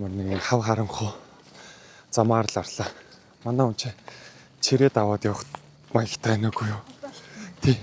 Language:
Mongolian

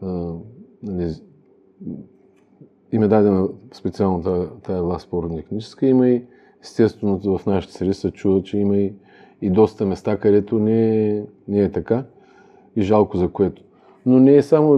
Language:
Bulgarian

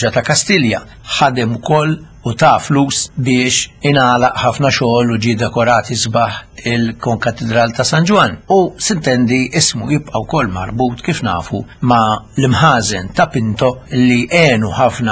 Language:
Maltese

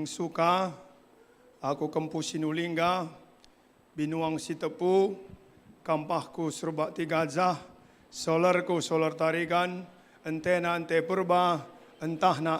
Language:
Batak Karo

